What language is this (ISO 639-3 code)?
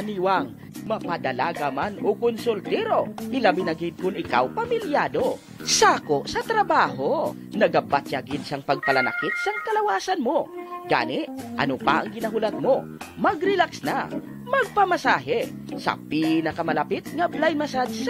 hil